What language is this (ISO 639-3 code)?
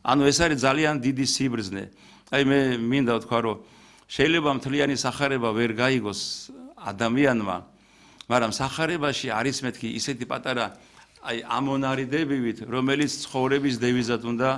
kat